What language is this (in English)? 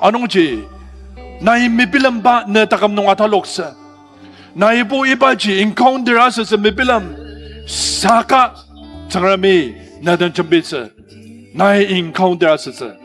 Ao Naga